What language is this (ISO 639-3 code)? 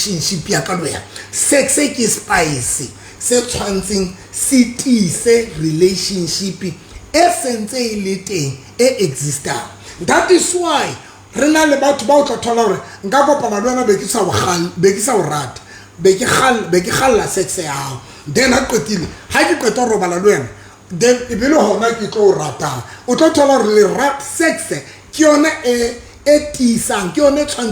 sot